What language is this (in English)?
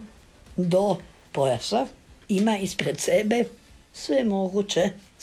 Croatian